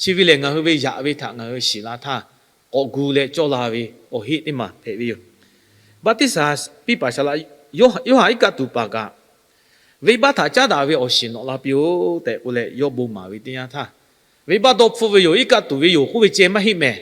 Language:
Lahu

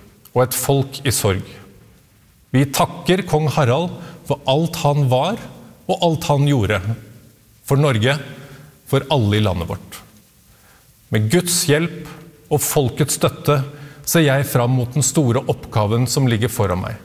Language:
Norwegian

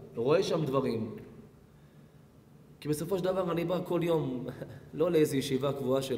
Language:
Hebrew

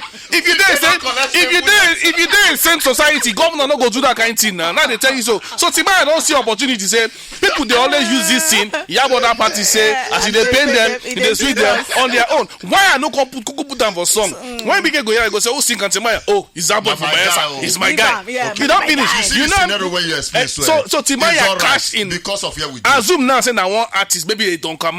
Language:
Nigerian Pidgin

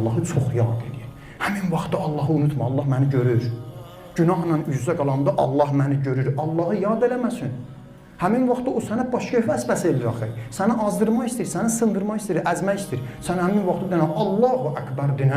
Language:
Azerbaijani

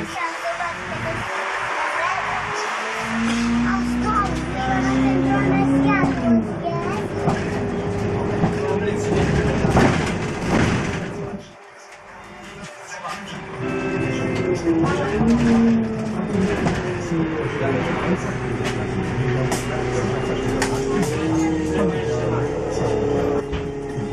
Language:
Polish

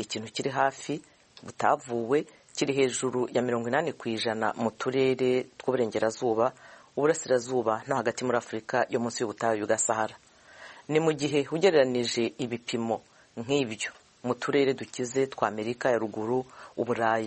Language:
Kinyarwanda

